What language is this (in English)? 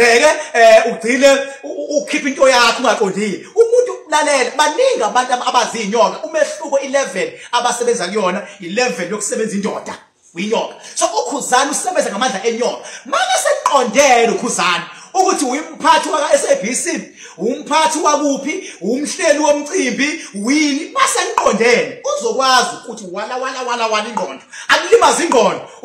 Zulu